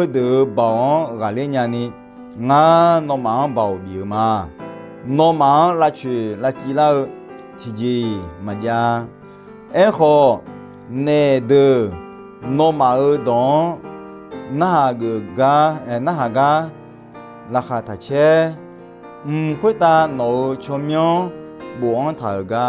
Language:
Akha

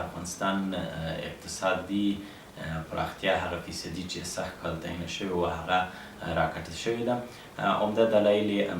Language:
Pashto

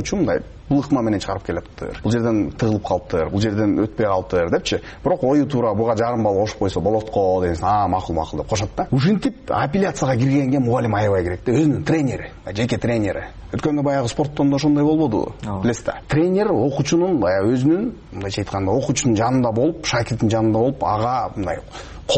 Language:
Kyrgyz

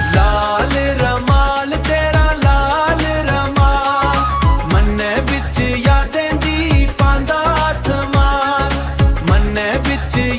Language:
Dogri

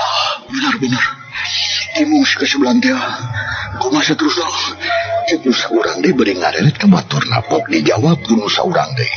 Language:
Sundanese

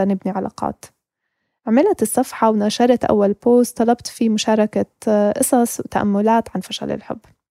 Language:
North Levantine Arabic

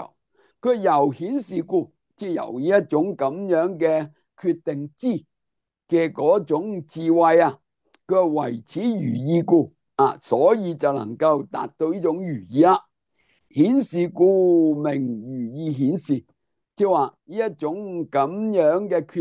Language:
Cantonese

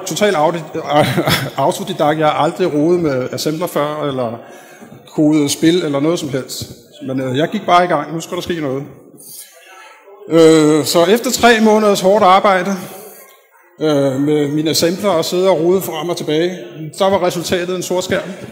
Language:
Danish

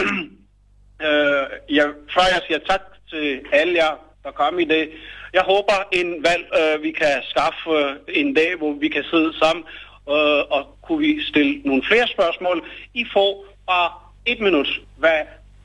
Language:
Danish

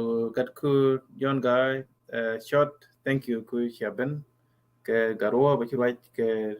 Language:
Nuer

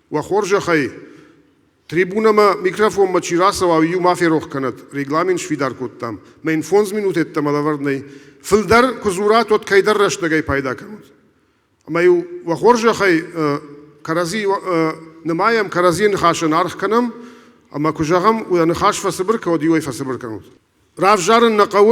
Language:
Ossetic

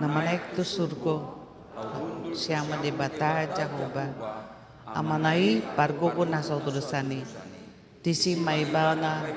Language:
Batak Toba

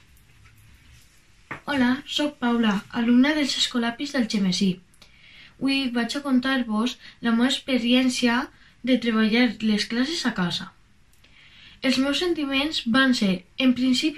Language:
Catalan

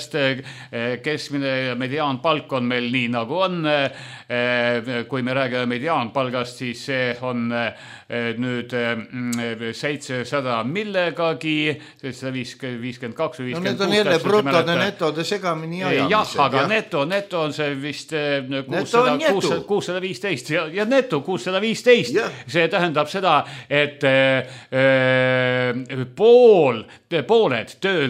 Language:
Estonian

